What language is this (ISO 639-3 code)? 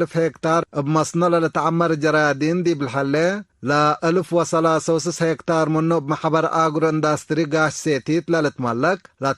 tig